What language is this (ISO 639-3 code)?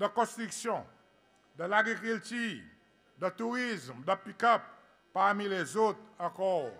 crs